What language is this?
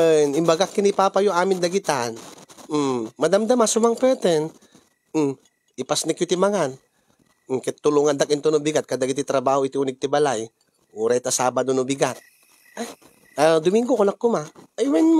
Iloko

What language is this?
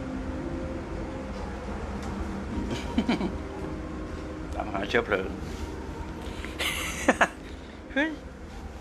Thai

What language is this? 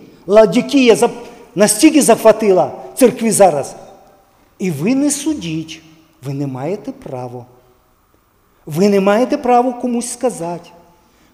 Ukrainian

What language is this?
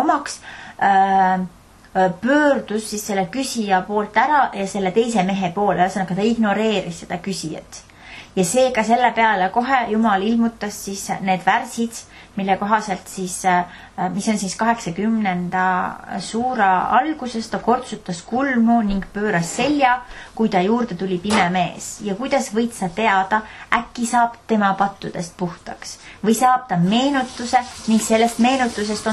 Estonian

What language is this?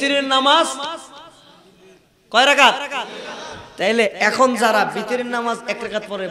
Bangla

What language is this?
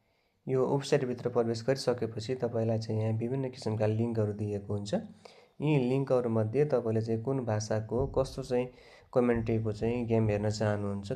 Nepali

